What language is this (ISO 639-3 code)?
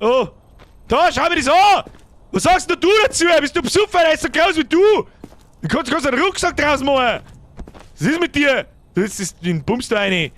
bar